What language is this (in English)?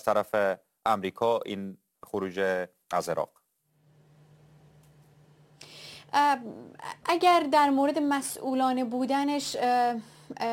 Persian